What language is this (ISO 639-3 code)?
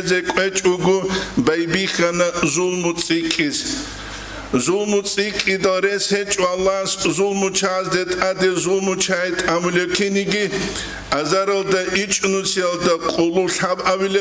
ava